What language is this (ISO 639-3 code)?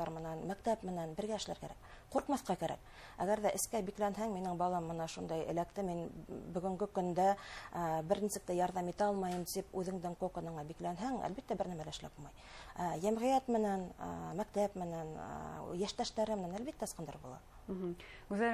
bak